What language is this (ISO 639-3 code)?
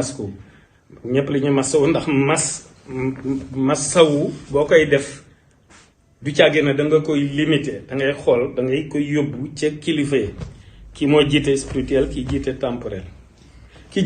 wol